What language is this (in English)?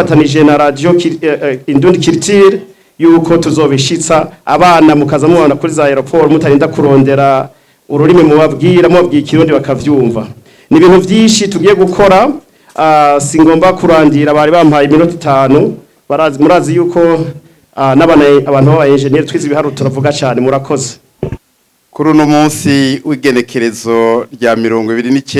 Rundi